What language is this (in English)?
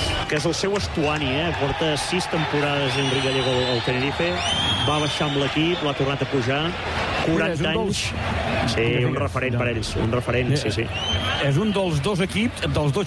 Catalan